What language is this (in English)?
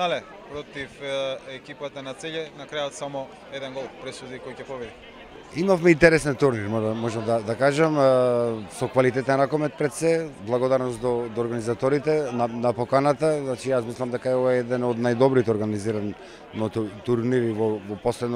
Macedonian